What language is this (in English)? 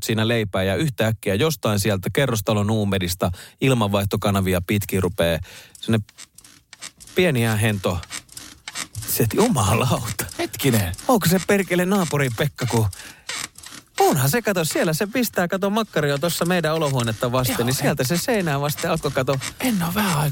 Finnish